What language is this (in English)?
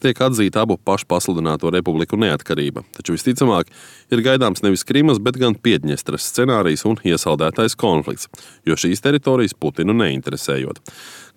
Latvian